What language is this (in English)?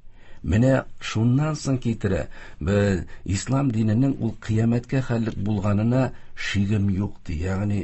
Tatar